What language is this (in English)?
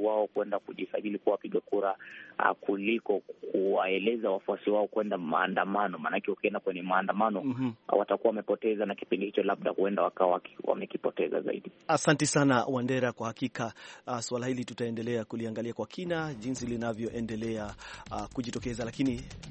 Swahili